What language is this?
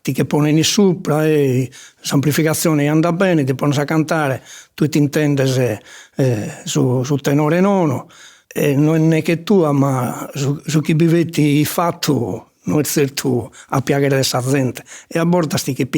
Sardinian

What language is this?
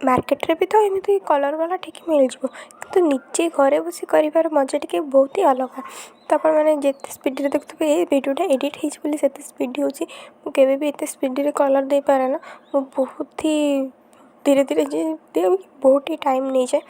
Odia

